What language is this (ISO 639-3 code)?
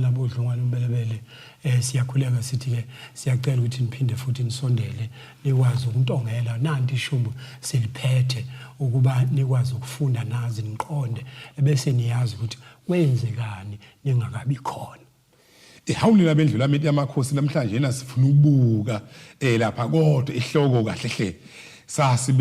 zul